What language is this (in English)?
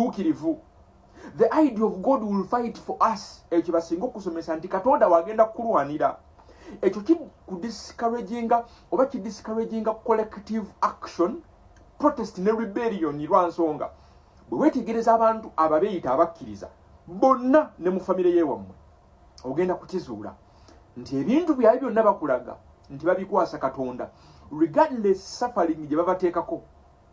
Ganda